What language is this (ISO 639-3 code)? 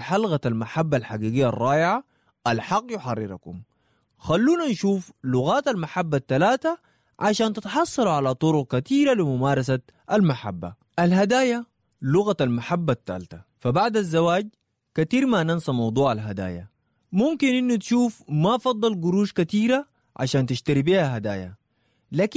apd